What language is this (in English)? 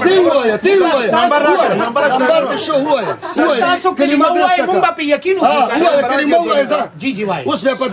Pashto